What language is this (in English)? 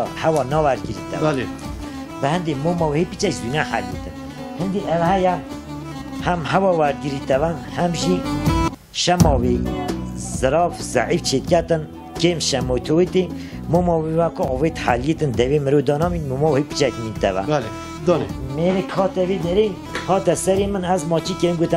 Kurdish